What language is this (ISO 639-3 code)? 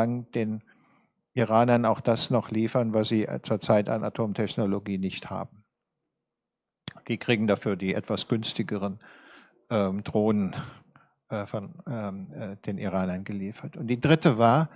deu